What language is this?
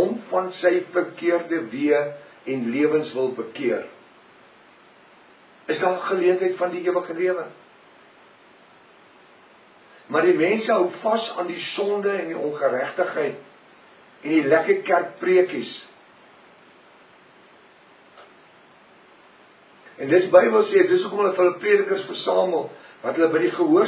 Afrikaans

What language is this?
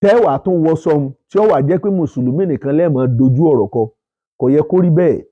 Yoruba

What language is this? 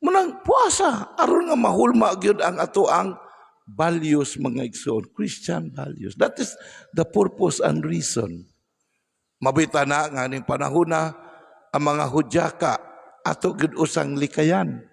Cebuano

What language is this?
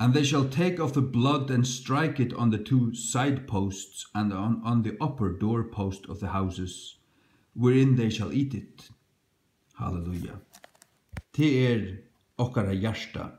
Faroese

